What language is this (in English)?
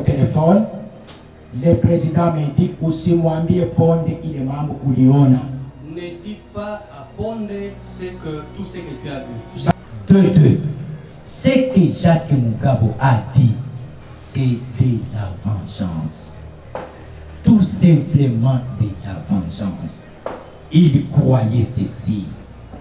French